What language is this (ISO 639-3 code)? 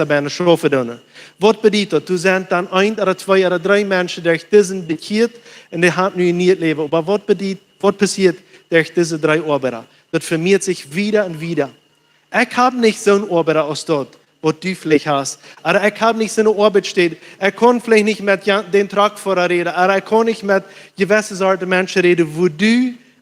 pdt